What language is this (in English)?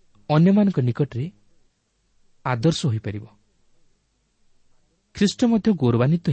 Odia